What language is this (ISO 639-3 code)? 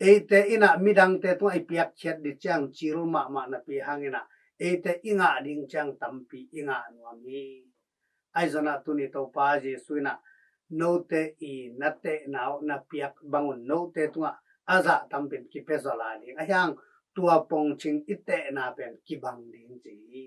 ctd